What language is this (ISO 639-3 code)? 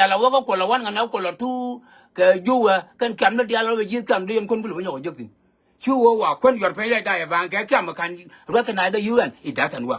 nus